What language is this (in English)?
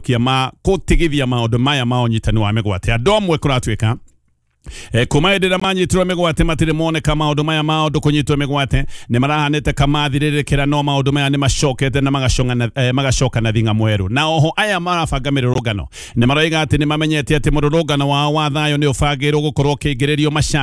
Kikuyu